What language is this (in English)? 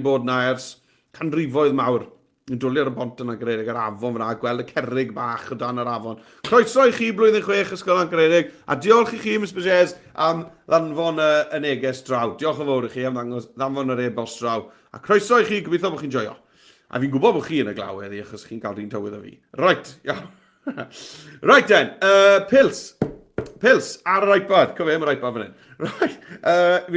Welsh